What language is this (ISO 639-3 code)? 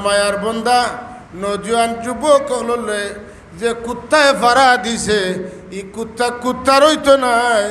syl